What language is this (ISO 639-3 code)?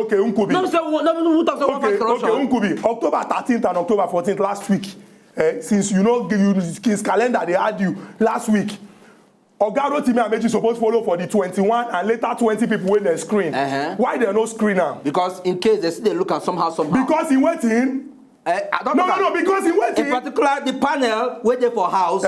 pcm